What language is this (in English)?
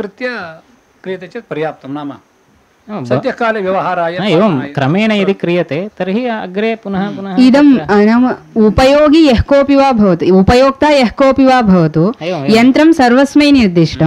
Sanskrit